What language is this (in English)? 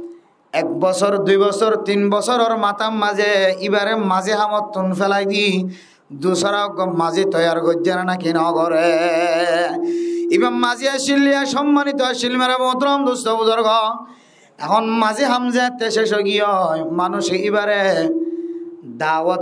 Rohingya